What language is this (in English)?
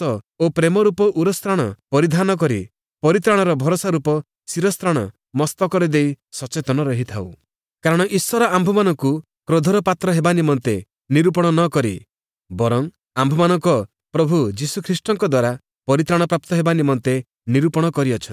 Odia